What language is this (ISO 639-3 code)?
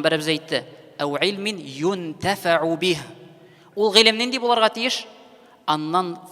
tat